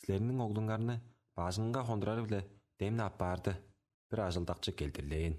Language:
Tuvinian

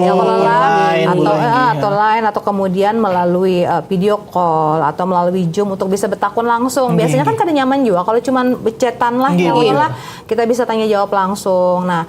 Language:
Banjar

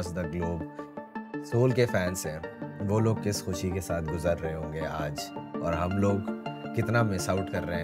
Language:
Hindi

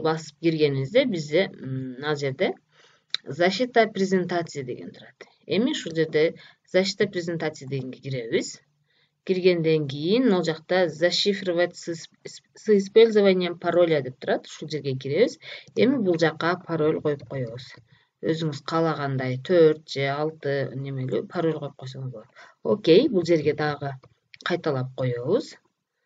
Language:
Kyrgyz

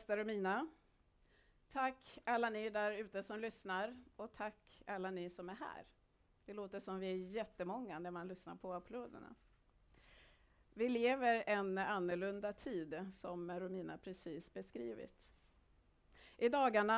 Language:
Swedish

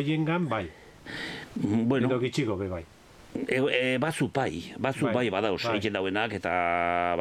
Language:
Basque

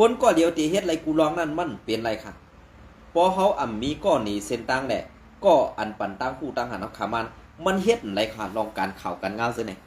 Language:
Shan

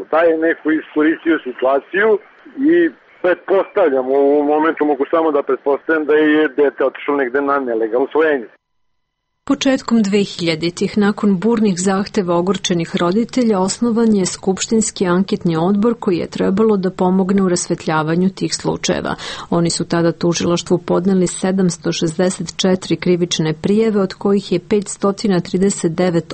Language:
Serbian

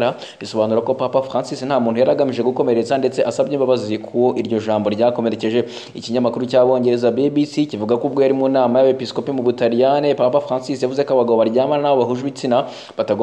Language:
Kinyarwanda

